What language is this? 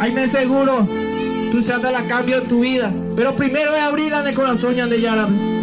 Guarani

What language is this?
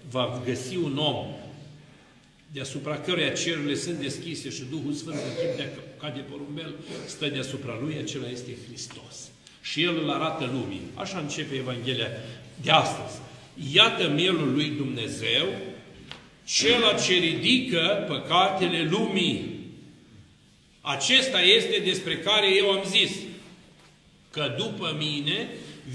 Romanian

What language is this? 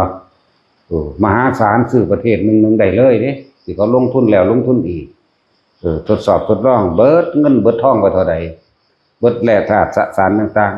Northeastern Thai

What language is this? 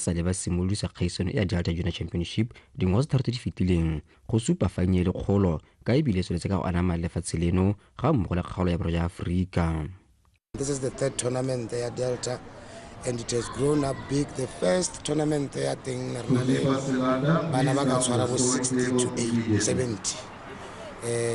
Tswana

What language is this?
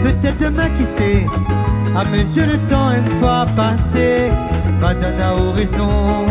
Réunion Creole French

